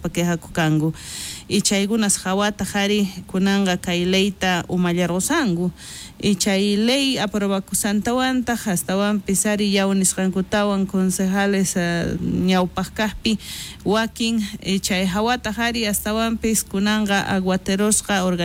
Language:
South Bolivian Quechua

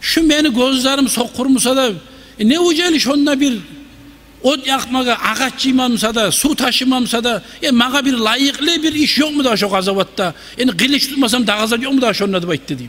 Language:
Kumyk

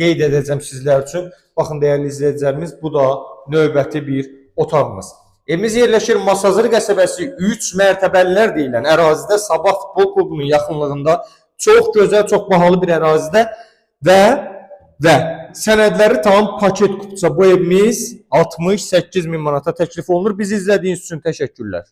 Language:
Azerbaijani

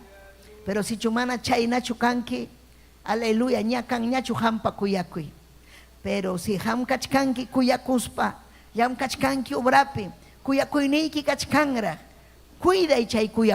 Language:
Ayacucho Quechua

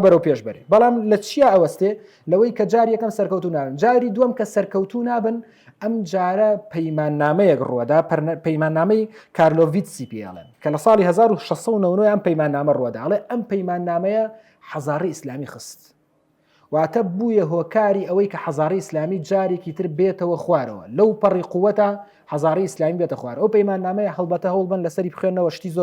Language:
Central Kurdish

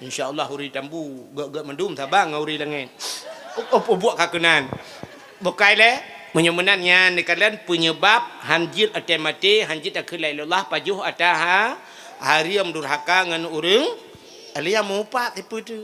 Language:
Achinese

